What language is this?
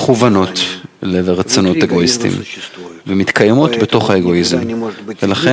Hebrew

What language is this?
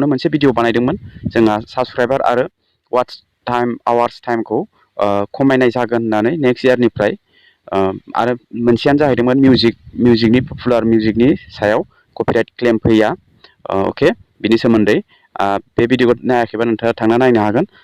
Bodo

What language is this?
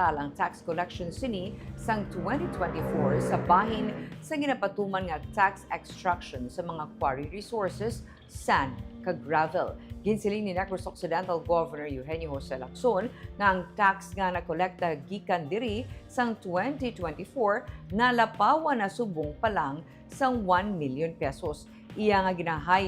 Hiligaynon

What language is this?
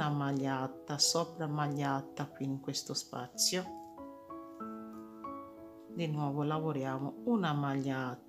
Italian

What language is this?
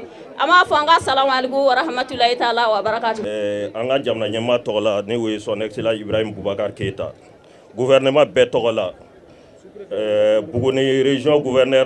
Bambara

